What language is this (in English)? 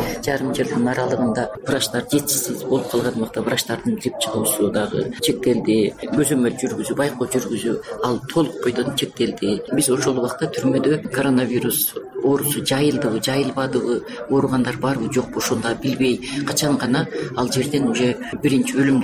Kyrgyz